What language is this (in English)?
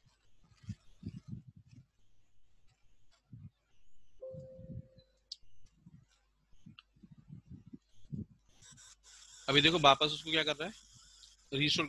Hindi